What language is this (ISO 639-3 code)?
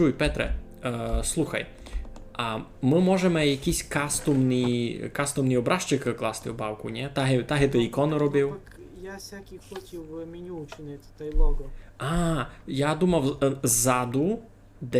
rue